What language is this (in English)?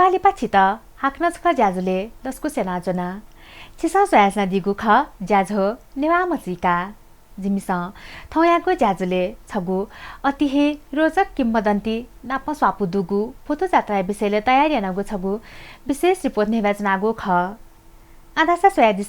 Newari